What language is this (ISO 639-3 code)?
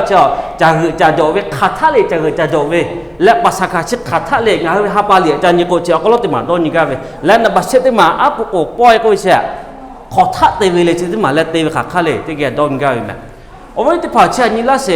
lhu